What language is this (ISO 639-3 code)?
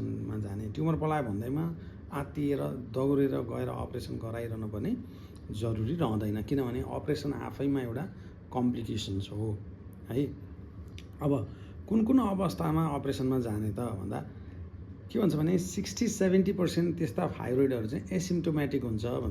nep